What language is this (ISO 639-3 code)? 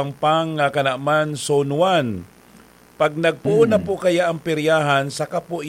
bik